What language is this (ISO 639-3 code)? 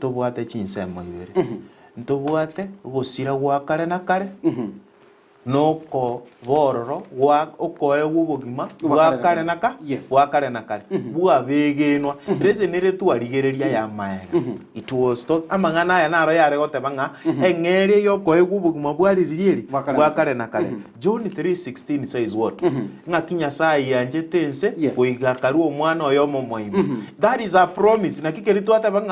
guz